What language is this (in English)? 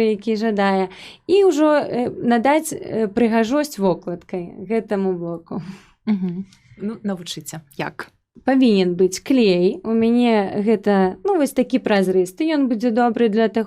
Belarusian